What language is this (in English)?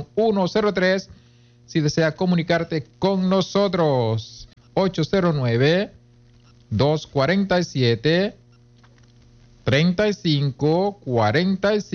Spanish